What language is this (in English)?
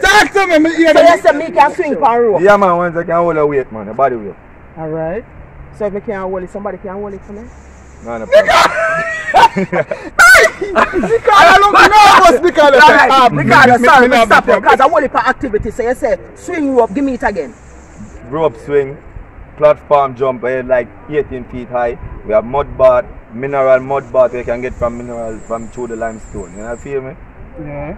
Jamaican Creole English